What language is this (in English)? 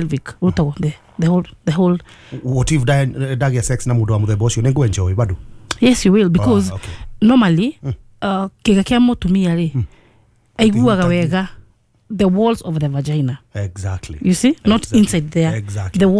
Kikuyu